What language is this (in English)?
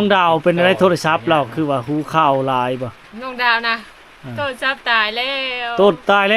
Lao